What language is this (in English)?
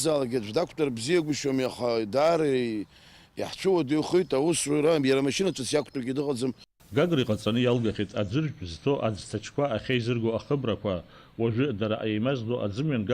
Abkhazian